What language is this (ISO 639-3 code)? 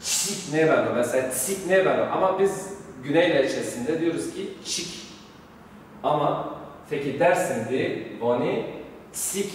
zza